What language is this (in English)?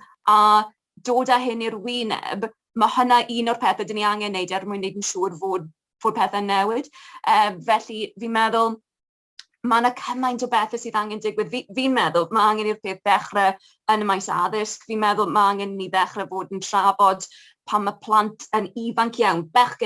Welsh